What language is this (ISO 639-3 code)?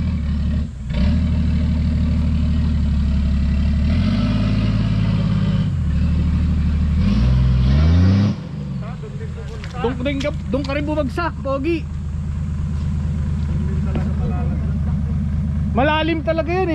fil